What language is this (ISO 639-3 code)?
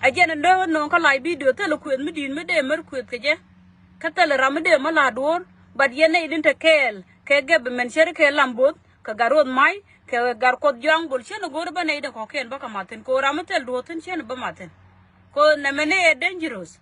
nus